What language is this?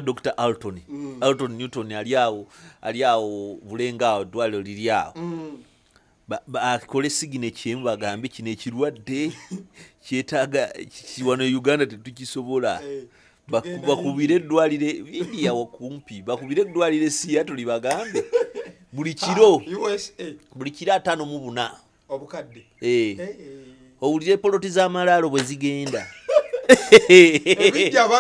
Ganda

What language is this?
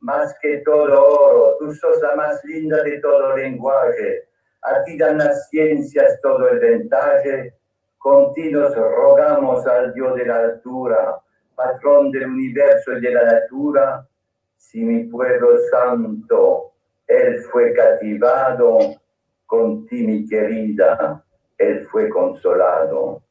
Ladino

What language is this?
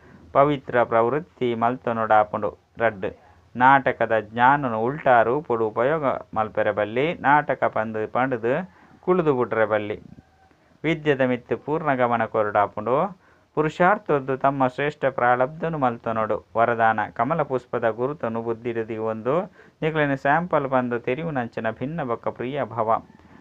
Tulu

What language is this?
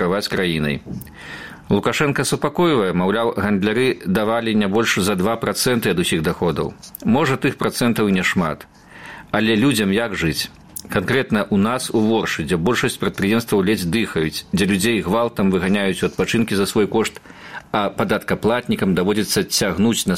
Belarusian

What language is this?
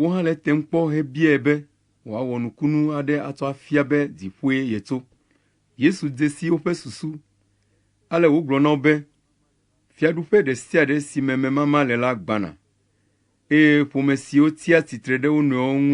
Ewe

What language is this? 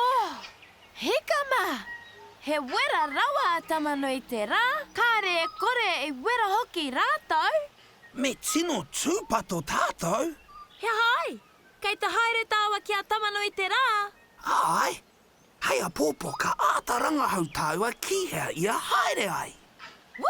Māori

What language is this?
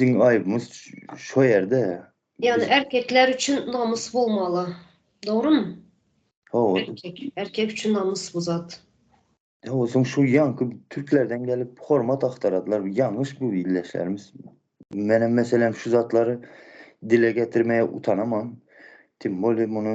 Turkmen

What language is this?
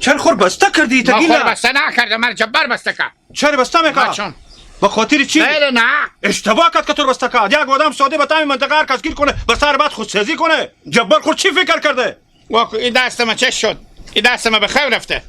Hazaragi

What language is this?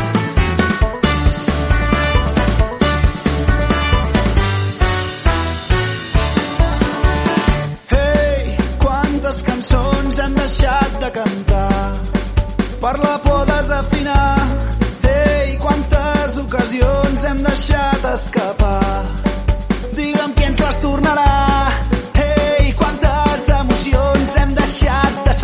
Catalan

